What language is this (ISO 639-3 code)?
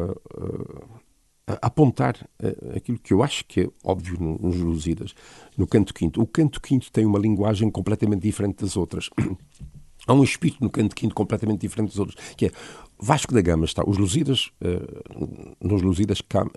por